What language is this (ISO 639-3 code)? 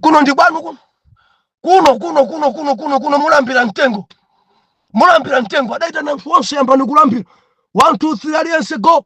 nya